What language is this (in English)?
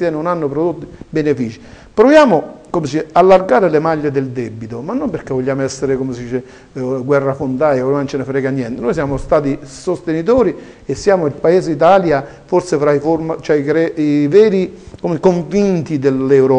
Italian